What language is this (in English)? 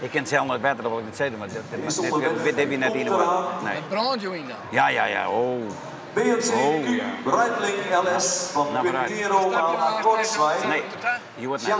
Western Frisian